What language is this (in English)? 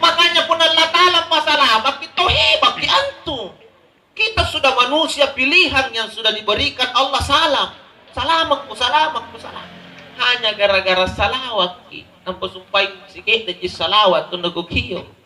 Makasar